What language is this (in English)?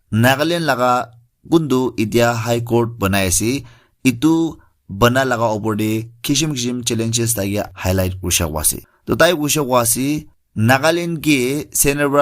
Naga Pidgin